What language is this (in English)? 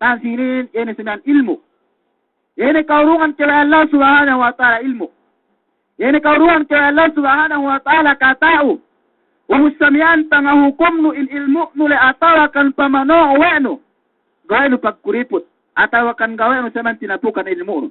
Yakan